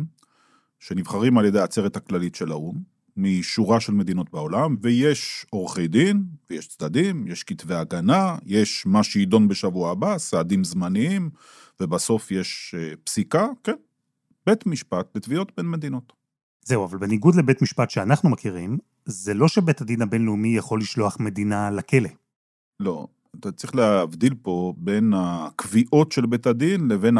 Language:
Hebrew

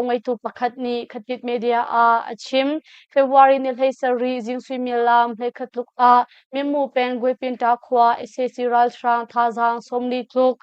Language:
Hakha Chin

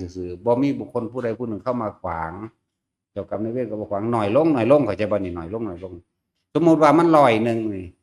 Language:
Northeastern Thai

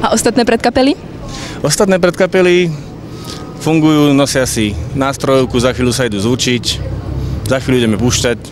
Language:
Slovak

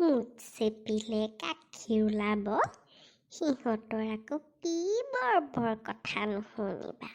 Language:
Assamese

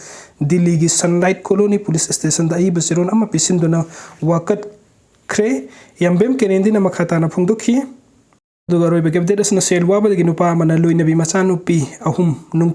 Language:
Manipuri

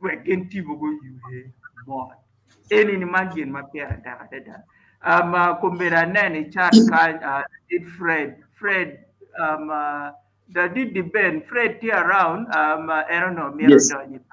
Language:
Acoli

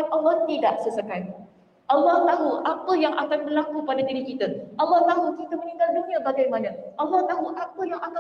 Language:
Malay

